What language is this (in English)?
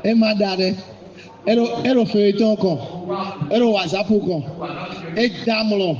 Fon